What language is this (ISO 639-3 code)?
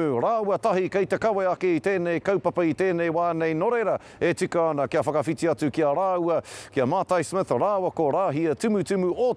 mri